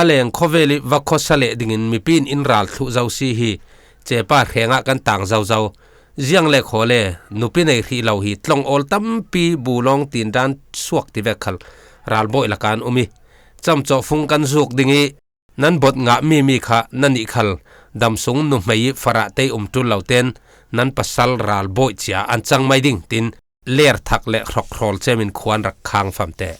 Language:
Falam Chin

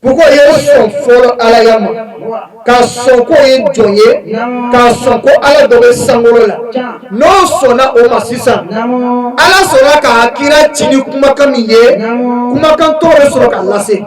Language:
Bambara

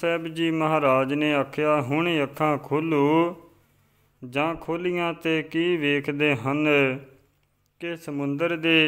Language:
Punjabi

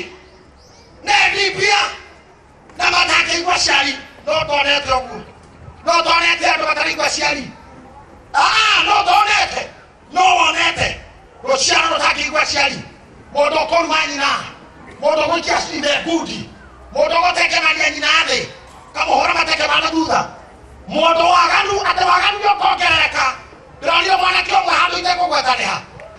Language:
Kikuyu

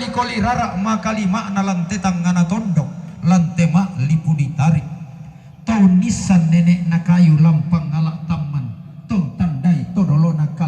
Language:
Toraja-Sa'dan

